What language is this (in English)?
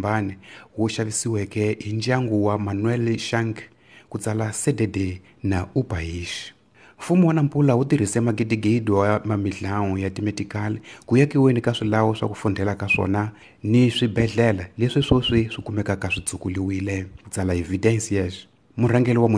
Tsonga